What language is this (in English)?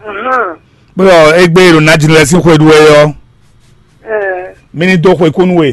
Fon